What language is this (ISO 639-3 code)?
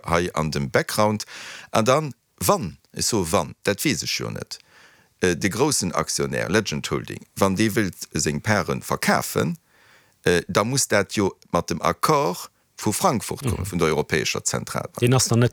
ltz